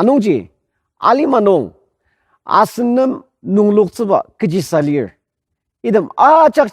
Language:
Ao Naga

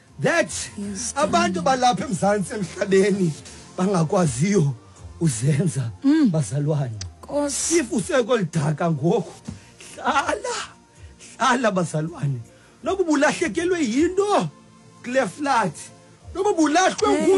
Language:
Xhosa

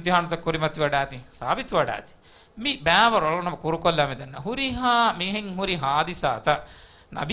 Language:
Divehi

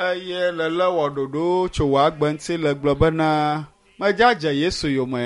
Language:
Ewe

